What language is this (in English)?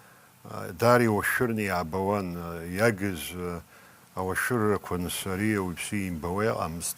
Abkhazian